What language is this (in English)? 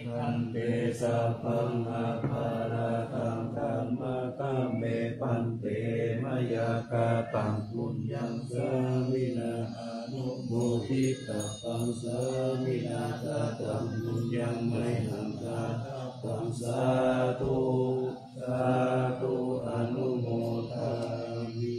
Pali